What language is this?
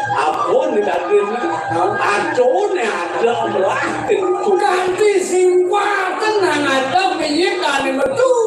Balinese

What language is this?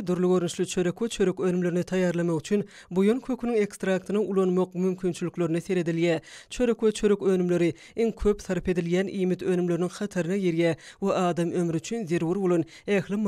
Turkmen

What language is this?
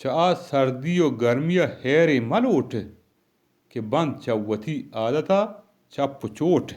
Eastern Balochi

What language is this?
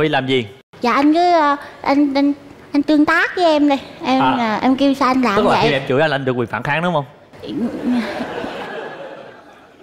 Vietnamese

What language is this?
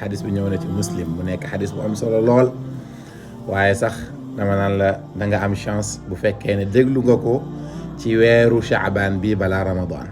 Wolof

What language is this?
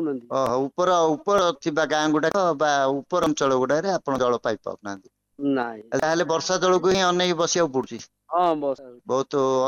Odia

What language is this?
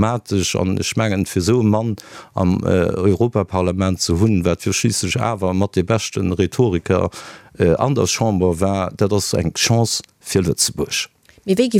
Luxembourgish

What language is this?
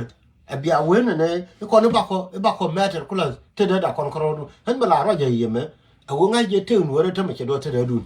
Nuer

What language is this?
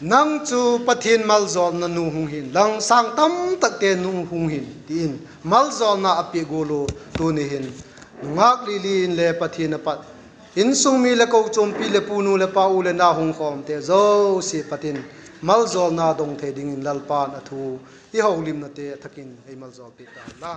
Vaiphei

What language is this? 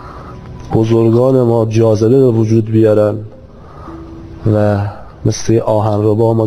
Persian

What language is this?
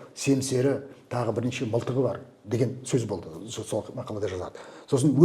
Kazakh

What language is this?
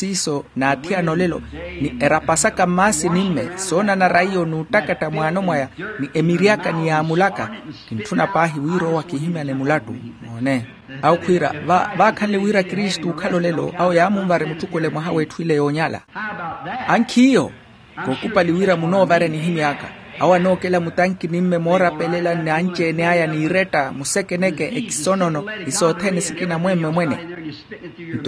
Makhuwa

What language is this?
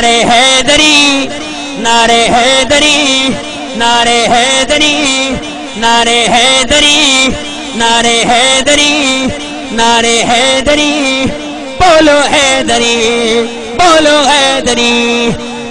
Saraiki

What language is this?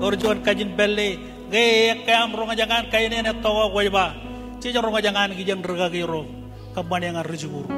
Marshallese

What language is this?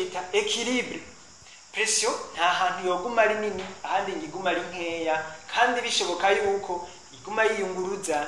Rundi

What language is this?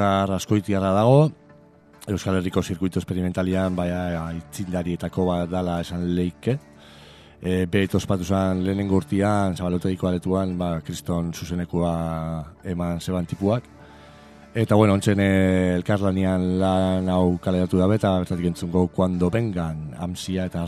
Basque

